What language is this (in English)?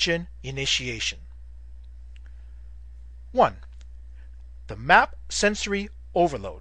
English